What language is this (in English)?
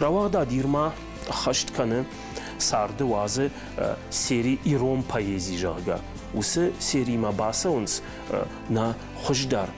Ossetic